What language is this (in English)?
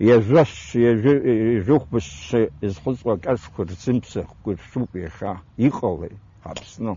Abkhazian